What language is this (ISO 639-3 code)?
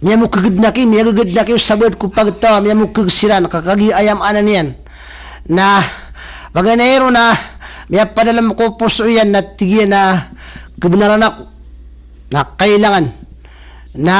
mrw